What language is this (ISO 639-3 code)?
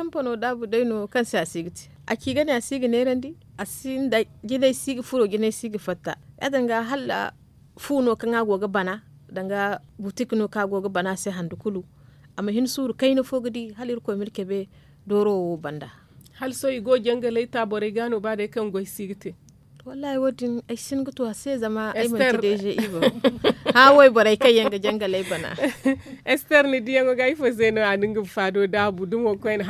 dje